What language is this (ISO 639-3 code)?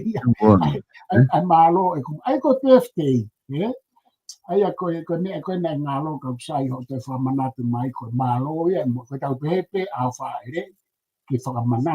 ton